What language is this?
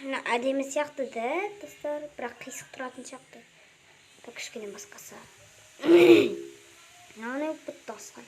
Kazakh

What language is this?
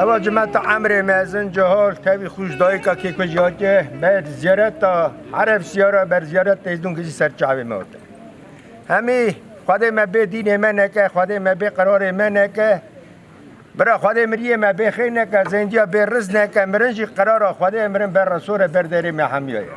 Kurdish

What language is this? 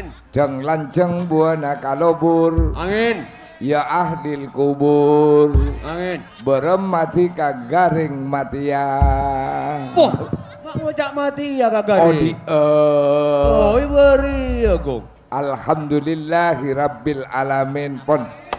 Madurese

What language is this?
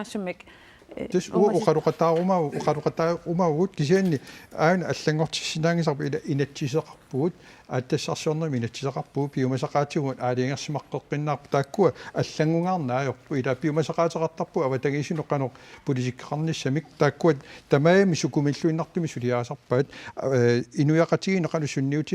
Kalaallisut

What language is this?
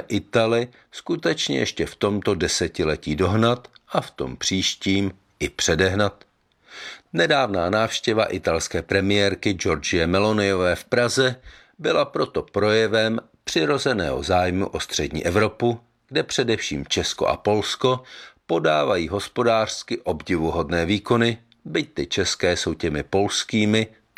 Czech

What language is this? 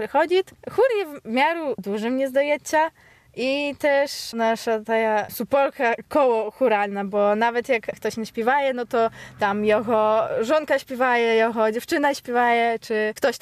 Belarusian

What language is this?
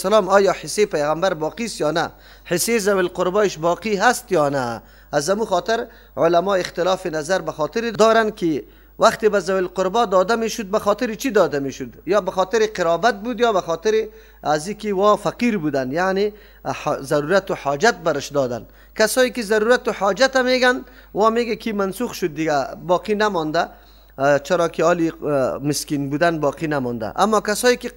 Persian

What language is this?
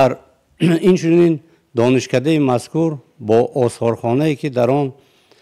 Tajik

